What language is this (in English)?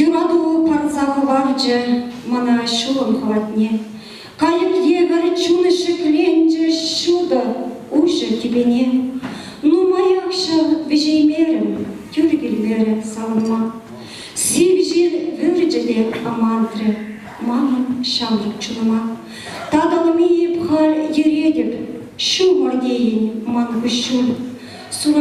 Chuvash